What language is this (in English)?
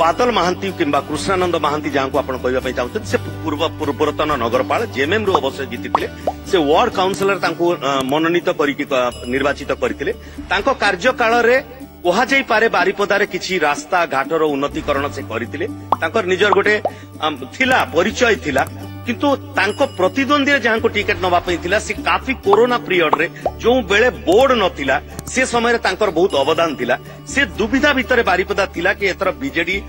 Odia